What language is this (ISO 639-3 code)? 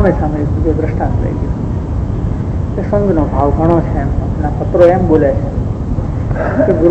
guj